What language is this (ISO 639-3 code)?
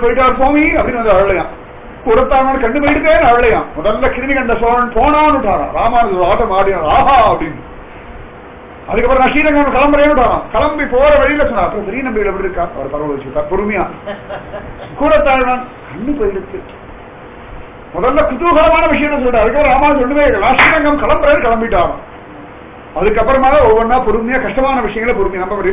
tam